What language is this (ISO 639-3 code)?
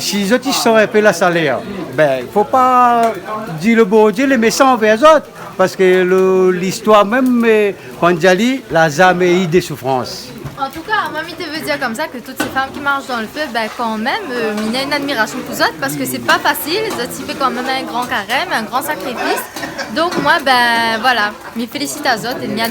rcf